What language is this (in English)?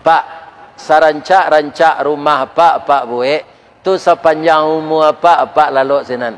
Minangkabau